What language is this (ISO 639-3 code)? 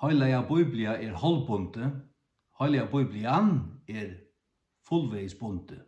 fao